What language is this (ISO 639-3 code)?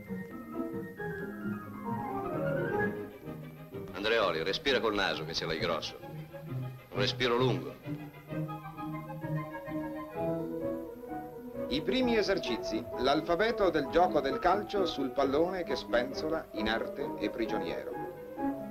ita